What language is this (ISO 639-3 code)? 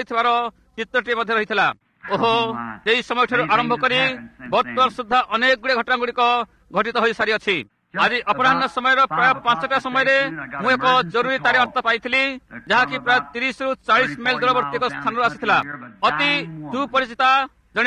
ori